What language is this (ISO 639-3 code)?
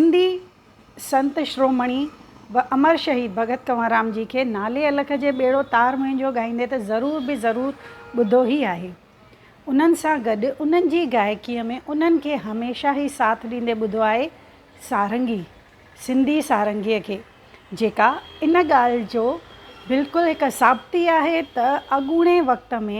snd